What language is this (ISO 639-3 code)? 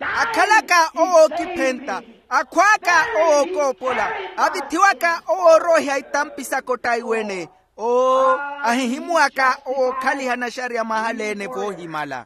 vmw